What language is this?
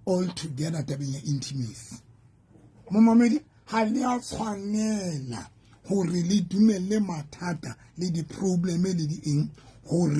Southern Sotho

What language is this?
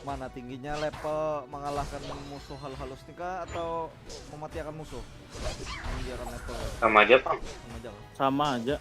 Banjar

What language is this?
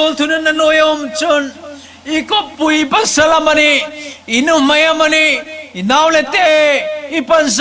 Hmar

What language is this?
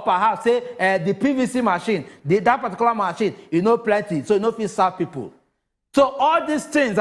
Nigerian Pidgin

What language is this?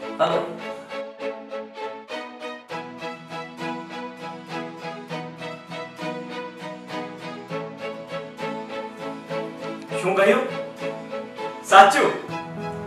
Gujarati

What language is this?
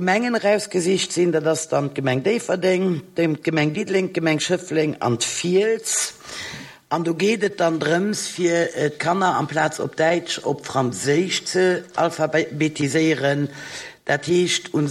Luxembourgish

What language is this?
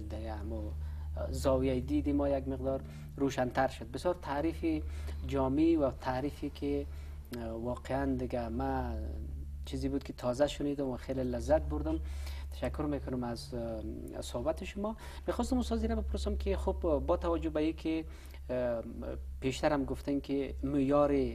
Persian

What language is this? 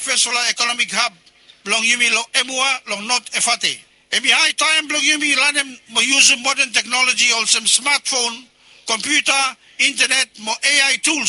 Bislama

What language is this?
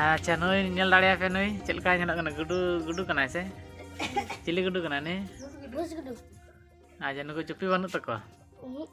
Santali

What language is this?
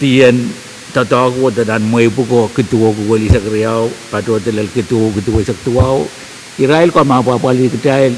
Pohnpeian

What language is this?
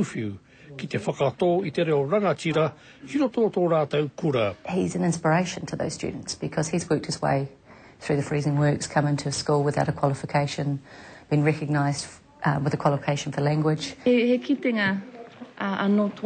Māori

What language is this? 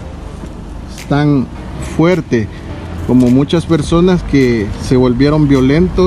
Spanish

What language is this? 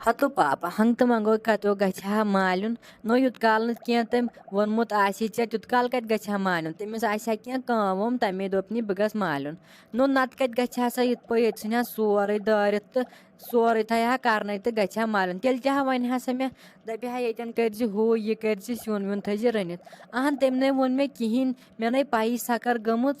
Kashmiri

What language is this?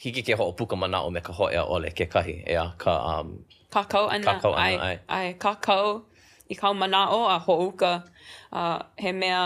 Hawaiian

